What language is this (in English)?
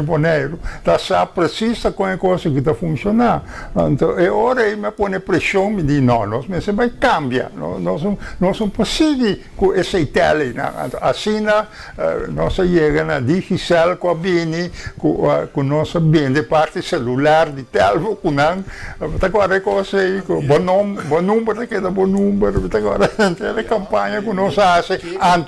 Papiamento